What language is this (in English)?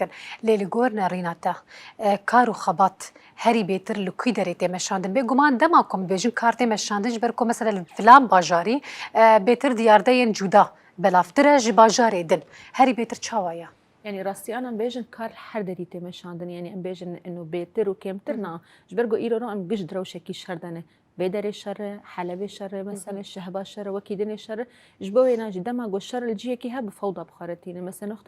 Kurdish